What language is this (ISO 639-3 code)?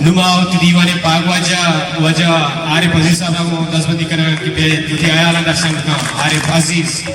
bal